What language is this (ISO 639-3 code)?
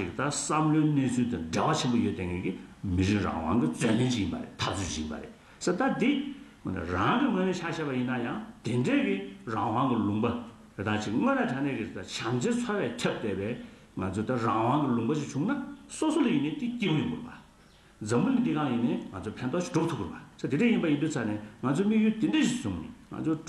bod